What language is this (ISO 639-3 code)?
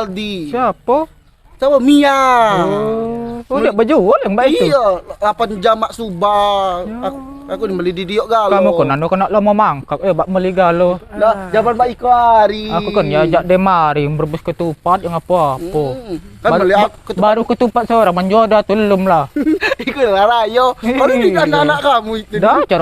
mui